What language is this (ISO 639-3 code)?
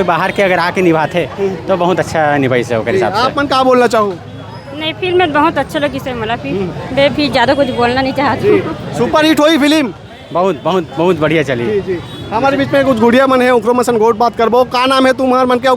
hne